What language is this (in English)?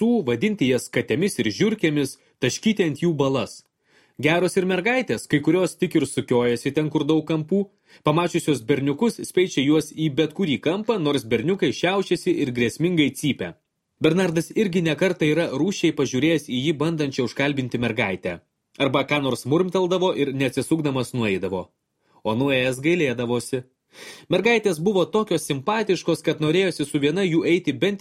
Lithuanian